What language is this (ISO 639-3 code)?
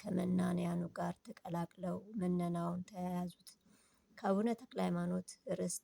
amh